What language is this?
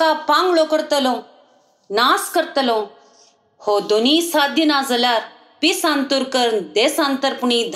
Konkani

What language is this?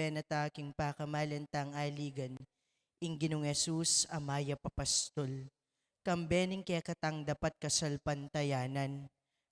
Pampanga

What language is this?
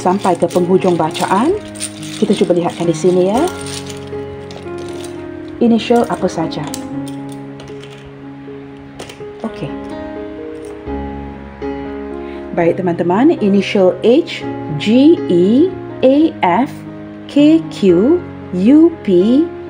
Malay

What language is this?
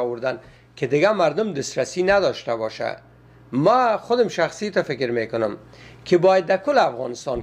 Persian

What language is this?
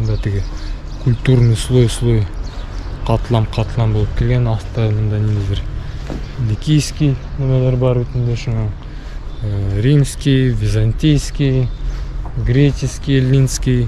Bashkir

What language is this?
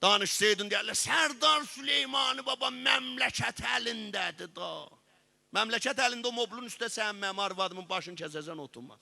South Azerbaijani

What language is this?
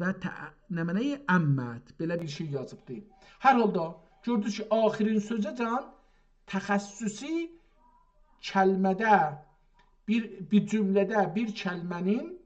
South Azerbaijani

